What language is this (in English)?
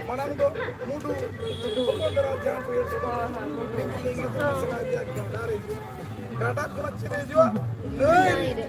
Santali